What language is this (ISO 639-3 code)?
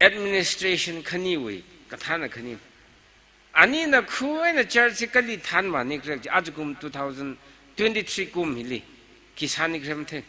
nmf